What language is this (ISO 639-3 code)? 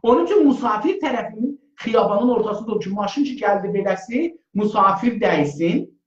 azb